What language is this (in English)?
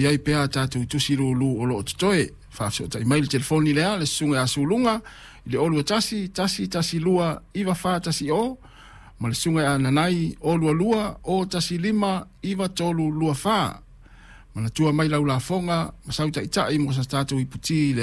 Samoan